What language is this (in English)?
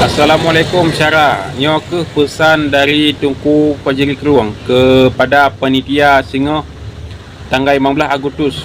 Achinese